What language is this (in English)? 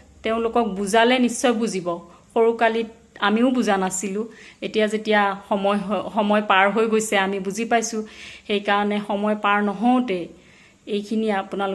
Assamese